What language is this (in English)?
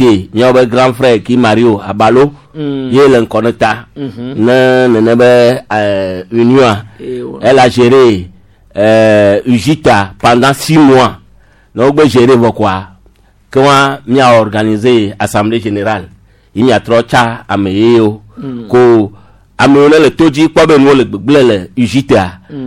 Gen